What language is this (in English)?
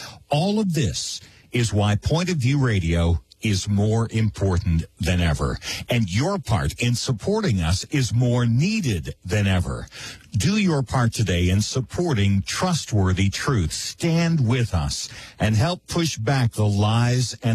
English